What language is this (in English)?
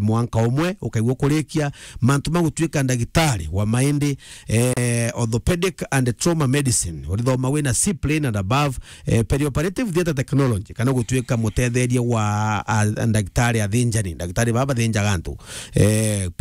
Meru